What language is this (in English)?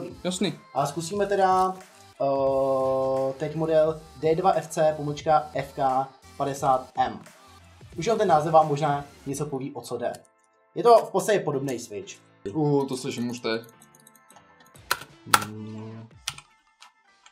Czech